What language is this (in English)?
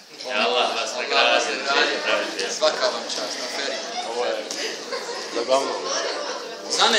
Bosnian